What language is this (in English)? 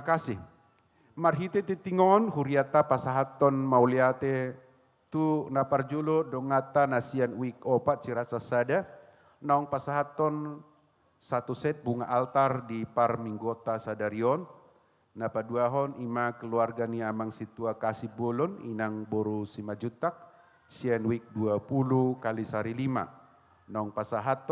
Batak Toba